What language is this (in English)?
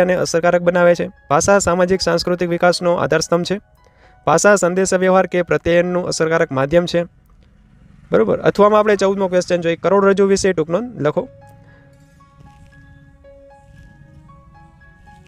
Gujarati